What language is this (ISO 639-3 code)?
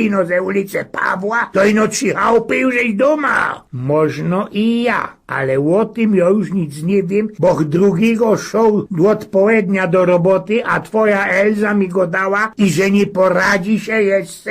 szl